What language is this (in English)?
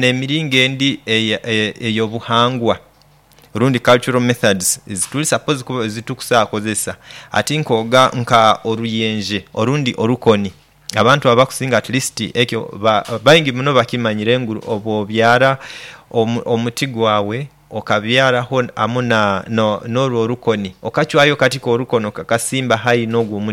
Nyoro